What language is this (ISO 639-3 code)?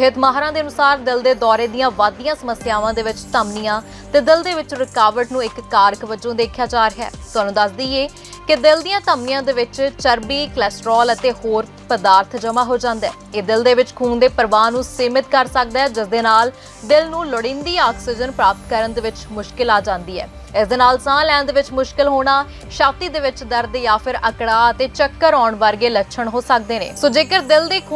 pan